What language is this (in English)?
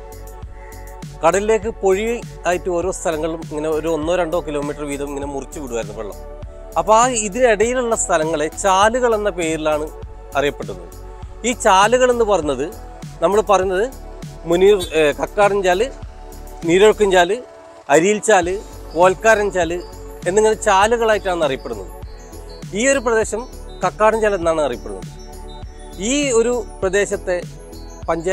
Malayalam